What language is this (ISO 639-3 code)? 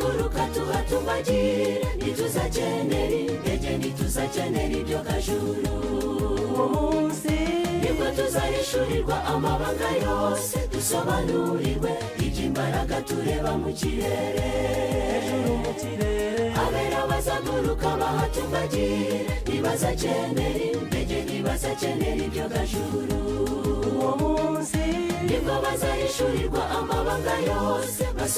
kin